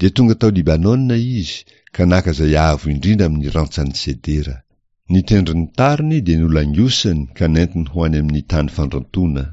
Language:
Malagasy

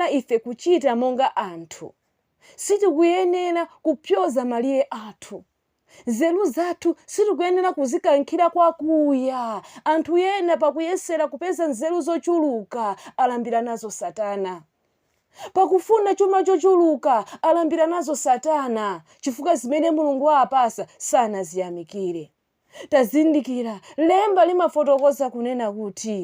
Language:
Nyanja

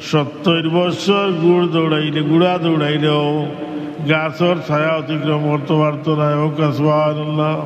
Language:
Sylheti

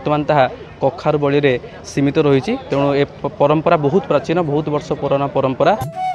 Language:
Odia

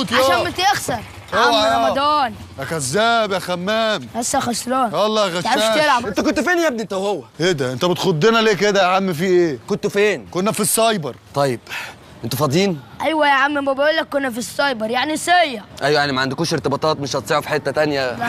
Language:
Egyptian Arabic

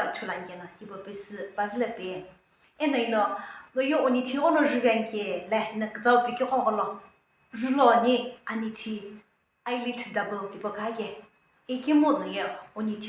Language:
Sumi Naga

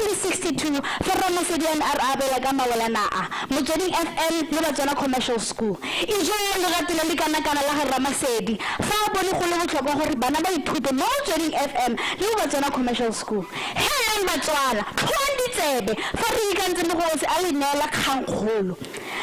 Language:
Tswana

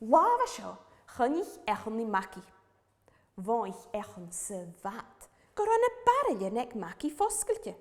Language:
Scottish Gaelic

